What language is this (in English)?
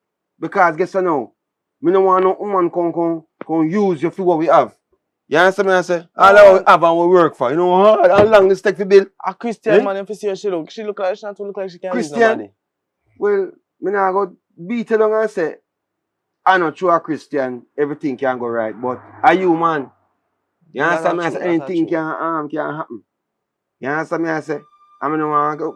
Jamaican Creole English